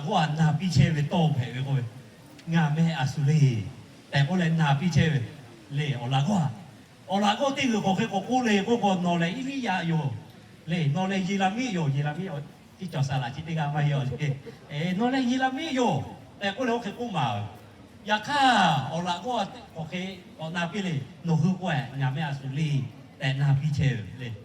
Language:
Lahu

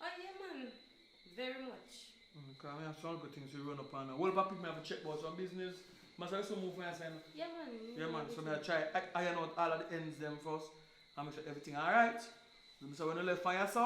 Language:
Jamaican Creole English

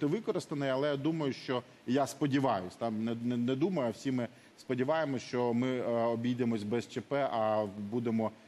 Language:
Ukrainian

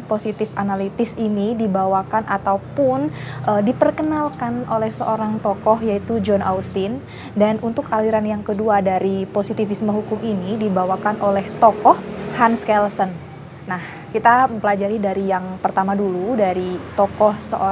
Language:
Indonesian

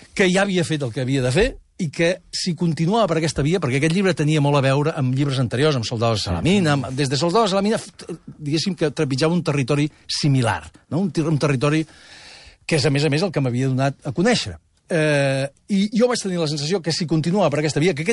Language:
Catalan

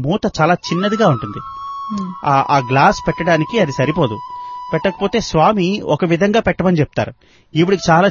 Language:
Telugu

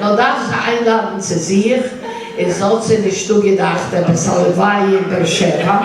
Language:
Yiddish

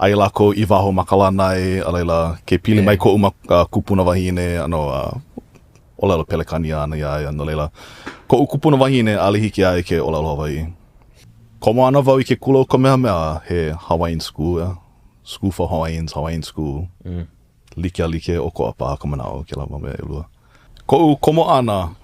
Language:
Hawaiian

